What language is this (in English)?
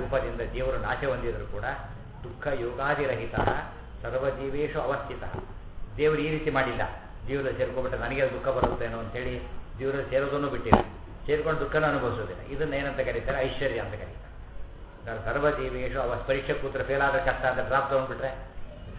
Kannada